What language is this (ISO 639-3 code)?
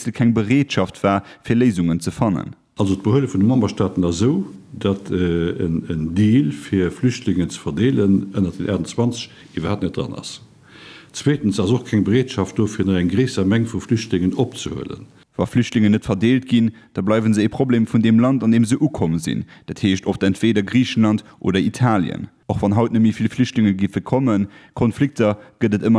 ltz